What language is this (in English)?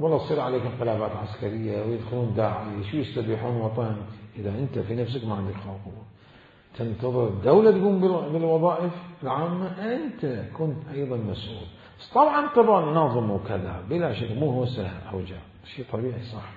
Mesopotamian Arabic